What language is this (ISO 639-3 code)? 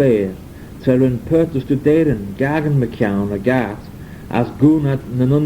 glv